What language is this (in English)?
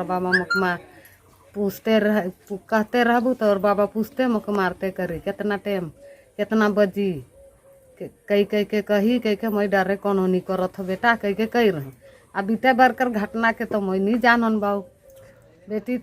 Sadri